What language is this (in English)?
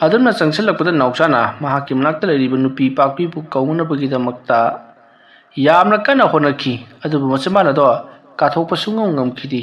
Manipuri